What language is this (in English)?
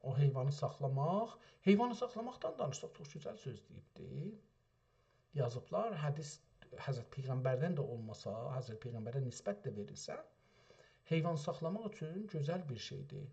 South Azerbaijani